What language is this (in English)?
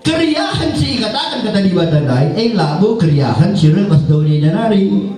Batak Karo